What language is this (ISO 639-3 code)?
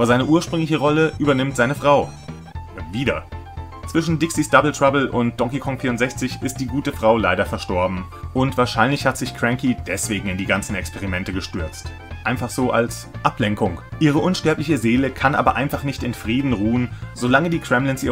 deu